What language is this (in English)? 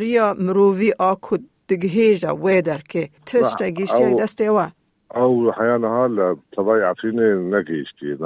Kurdish